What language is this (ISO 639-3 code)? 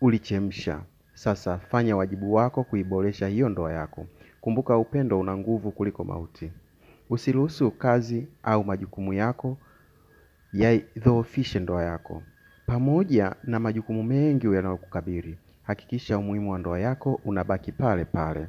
swa